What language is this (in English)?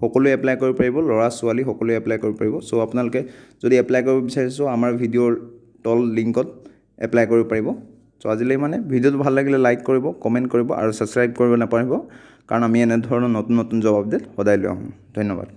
Assamese